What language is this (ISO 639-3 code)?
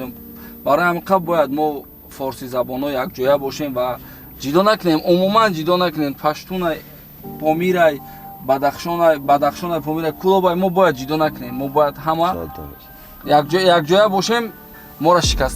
tgk